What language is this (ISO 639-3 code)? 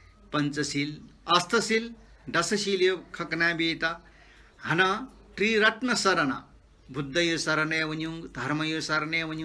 new